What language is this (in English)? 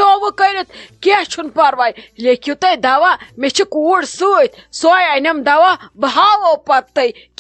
Kashmiri